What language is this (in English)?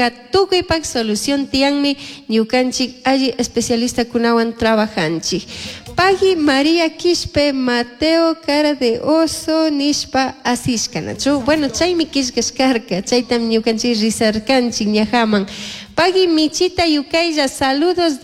Chimborazo Highland Quichua